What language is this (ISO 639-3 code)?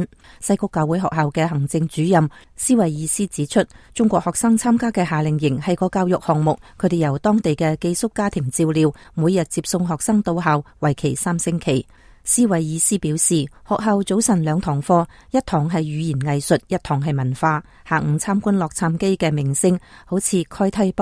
yue